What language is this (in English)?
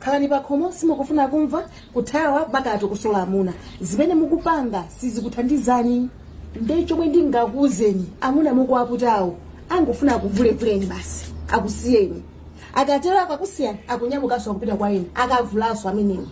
Nyanja